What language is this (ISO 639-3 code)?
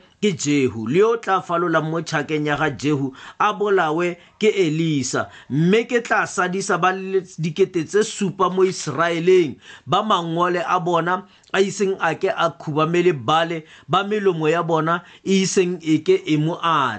tsn